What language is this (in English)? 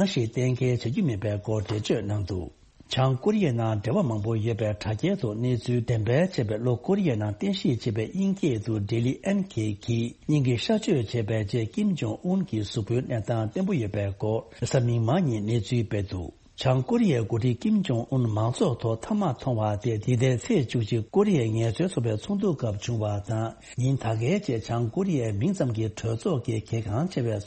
Tibetan